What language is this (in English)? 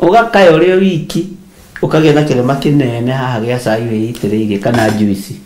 Kikuyu